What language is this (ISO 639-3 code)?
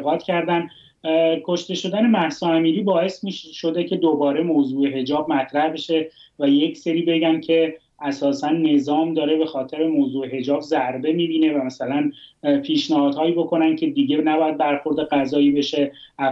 fas